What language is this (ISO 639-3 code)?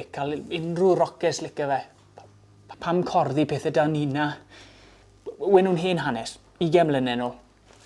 cym